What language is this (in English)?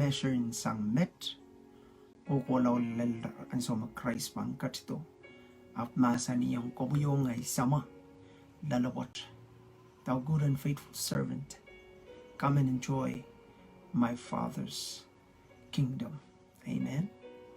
Pohnpeian